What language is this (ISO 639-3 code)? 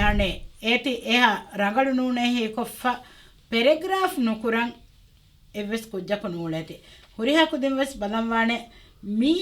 div